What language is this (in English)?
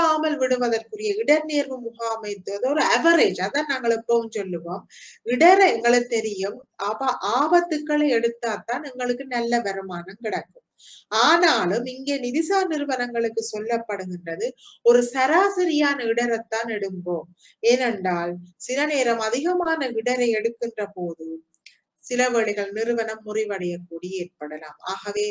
Tamil